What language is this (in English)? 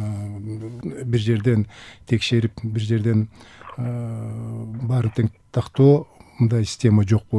Kyrgyz